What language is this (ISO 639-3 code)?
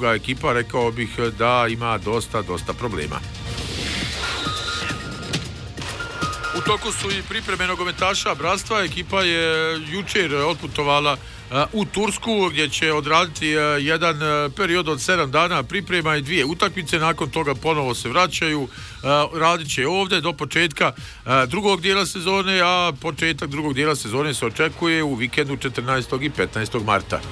bos